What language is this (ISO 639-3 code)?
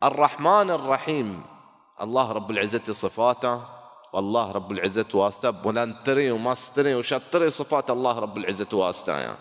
bal